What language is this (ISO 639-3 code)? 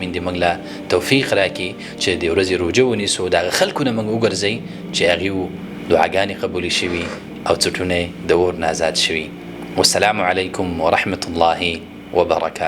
pus